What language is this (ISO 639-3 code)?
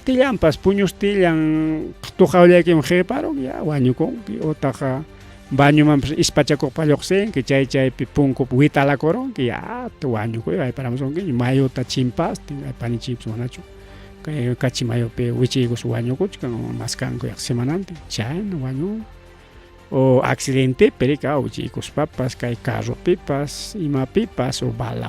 quy